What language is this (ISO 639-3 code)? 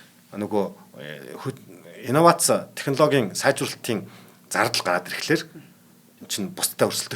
mon